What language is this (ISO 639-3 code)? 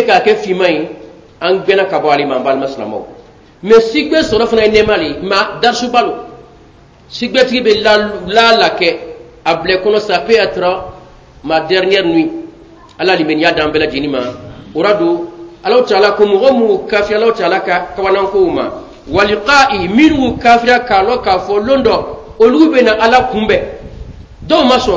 bam